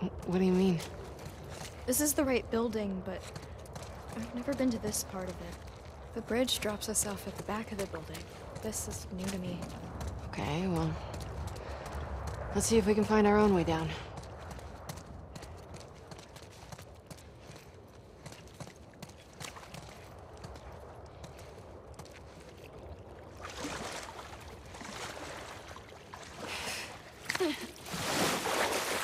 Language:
English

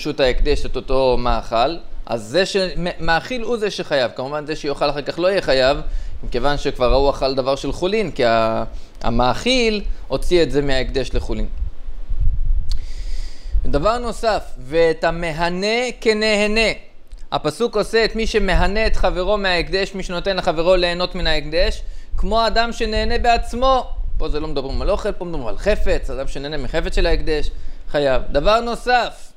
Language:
Hebrew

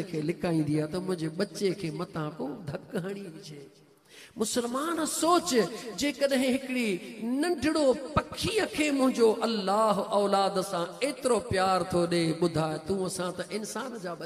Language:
Sindhi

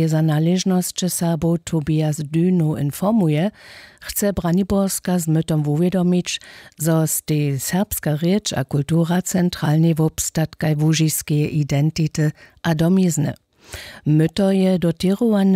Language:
Upper Sorbian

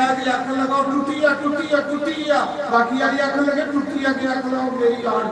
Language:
Dogri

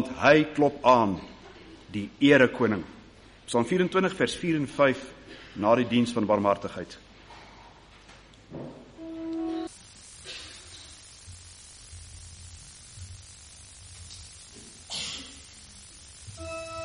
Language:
Afrikaans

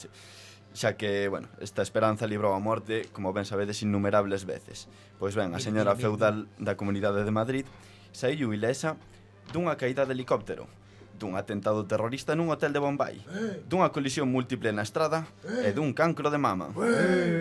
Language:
Galician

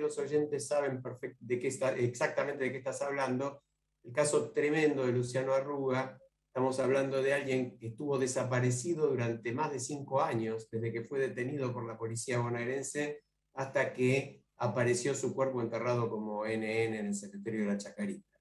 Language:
Spanish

